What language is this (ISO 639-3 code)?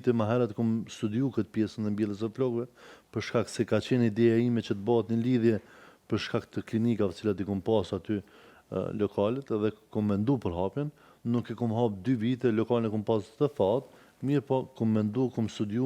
sqi